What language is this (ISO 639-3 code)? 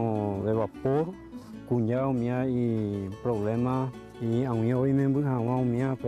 grn